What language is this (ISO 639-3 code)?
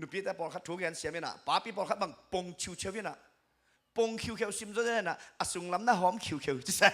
ctd